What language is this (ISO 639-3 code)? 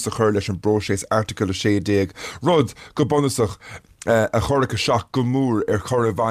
gle